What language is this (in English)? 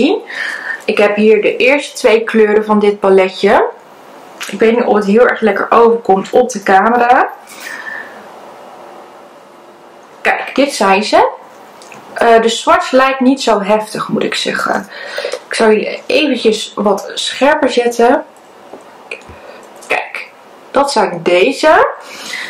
Dutch